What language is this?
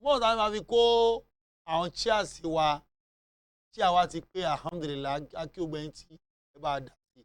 Yoruba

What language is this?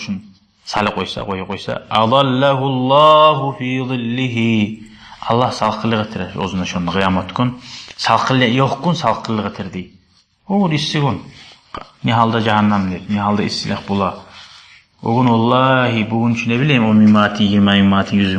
Kumyk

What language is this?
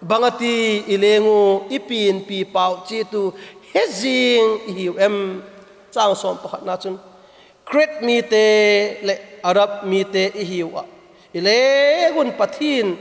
Vaiphei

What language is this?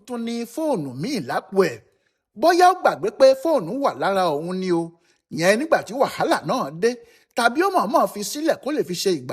Yoruba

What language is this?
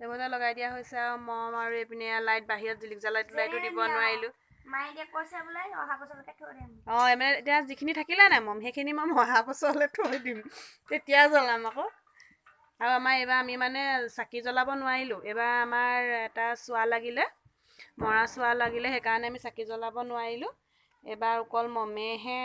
Assamese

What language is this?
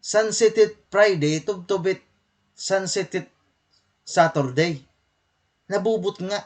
Waray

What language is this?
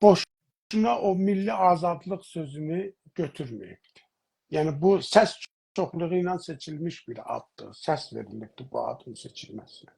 South Azerbaijani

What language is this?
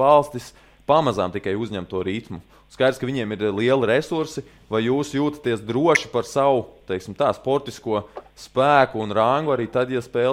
Latvian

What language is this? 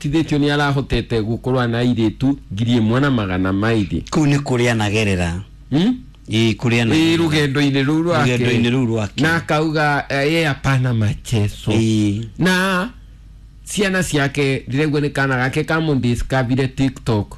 Kikuyu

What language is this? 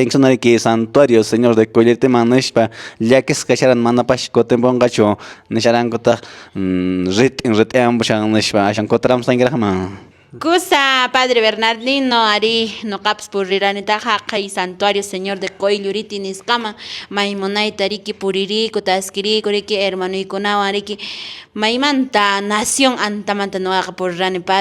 Quechua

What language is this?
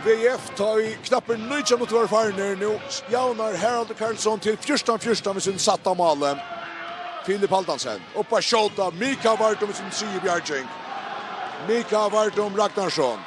Faroese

